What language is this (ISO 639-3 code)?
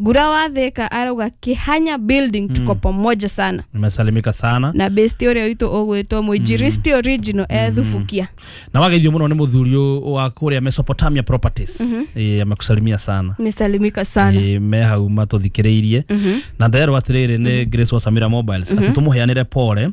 kik